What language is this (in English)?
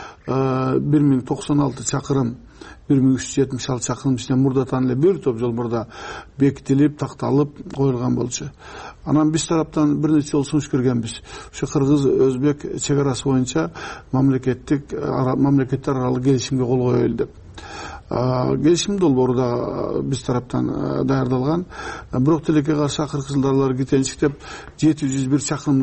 Kyrgyz